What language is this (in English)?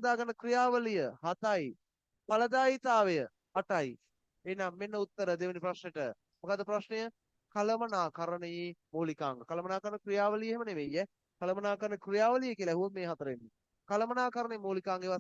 Sinhala